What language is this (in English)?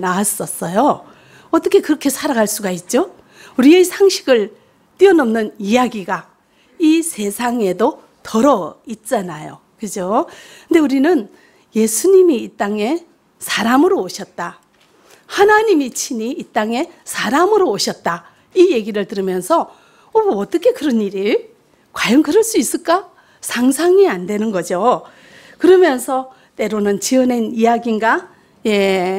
Korean